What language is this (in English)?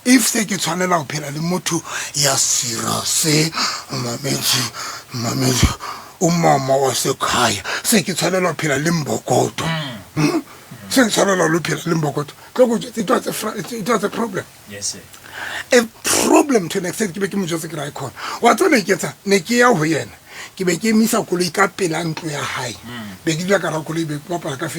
Southern Sotho